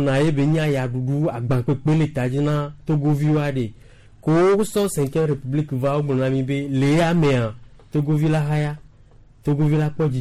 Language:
Gen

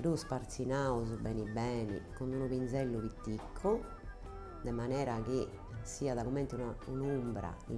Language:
Sardinian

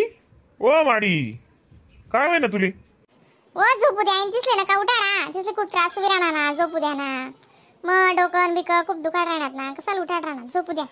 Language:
Khandesi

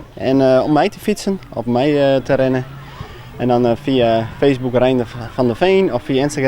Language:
Western Frisian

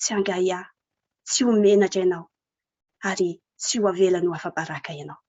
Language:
Malagasy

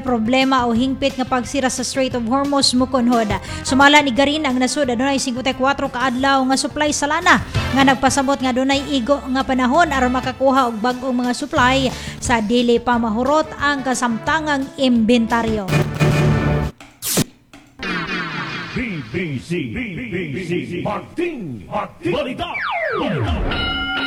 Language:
Cebuano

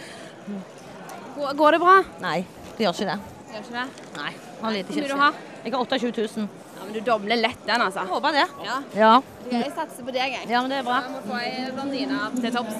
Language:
Norwegian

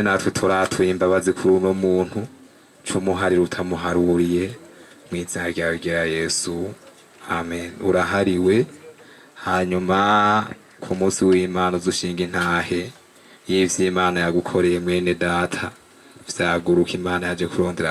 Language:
Rundi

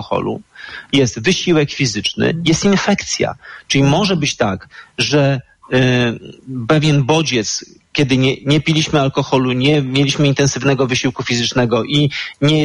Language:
Polish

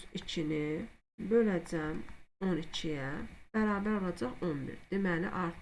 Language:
Azerbaijani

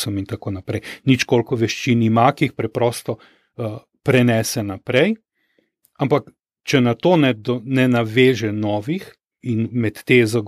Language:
Slovenian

